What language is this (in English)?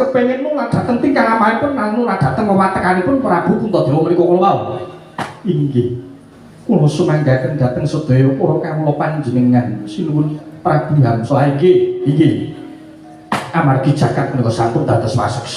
Javanese